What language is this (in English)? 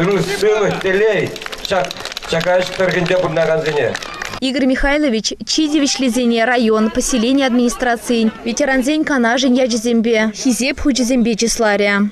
Chuvash